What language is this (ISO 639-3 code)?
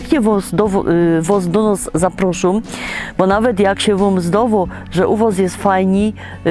szl